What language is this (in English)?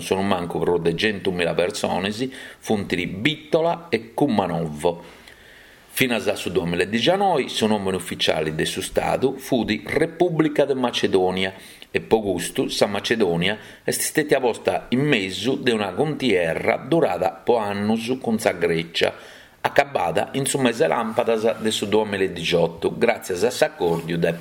Sardinian